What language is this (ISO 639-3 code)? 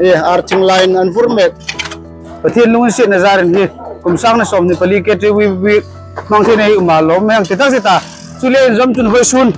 hmr